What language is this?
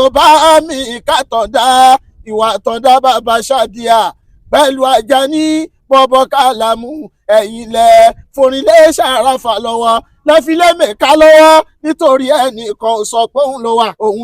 Yoruba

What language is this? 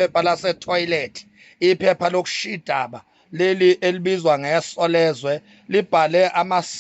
Zulu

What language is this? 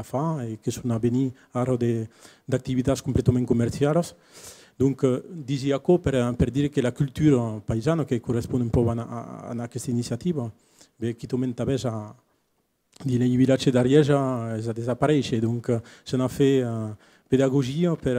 Occitan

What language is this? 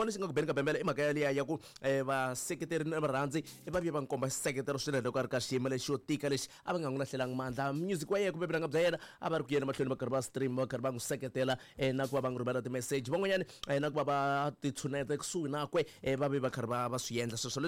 Tsonga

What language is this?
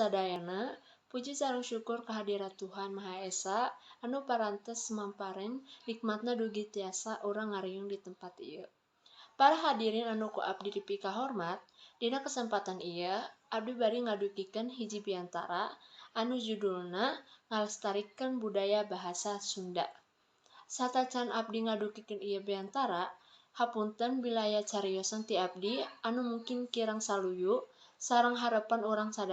Sundanese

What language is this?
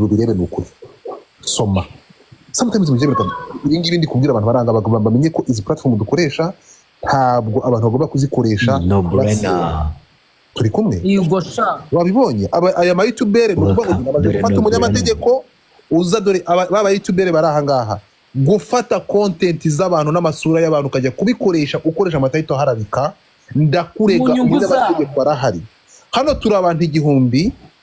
Kinyarwanda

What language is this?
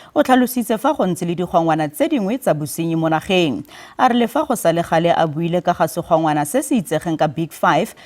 Tswana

